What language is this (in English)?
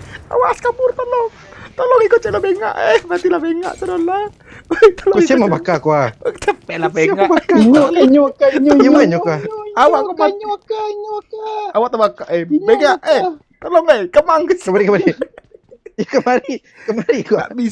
Minangkabau